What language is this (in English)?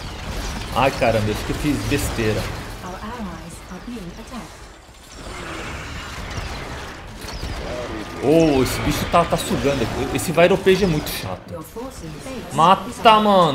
Portuguese